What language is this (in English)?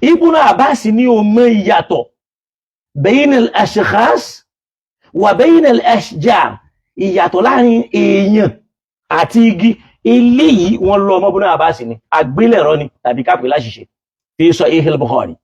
Yoruba